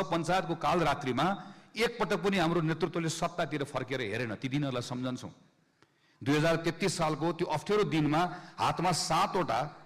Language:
Nepali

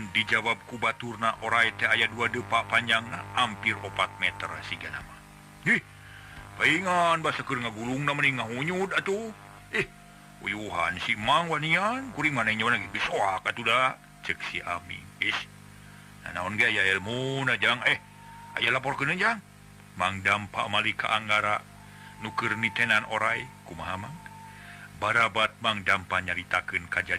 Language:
Sundanese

